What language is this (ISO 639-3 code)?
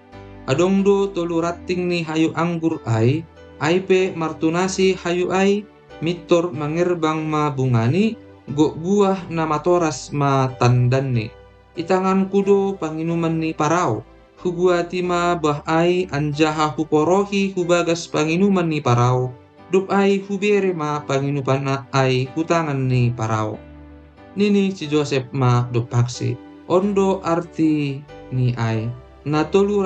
bts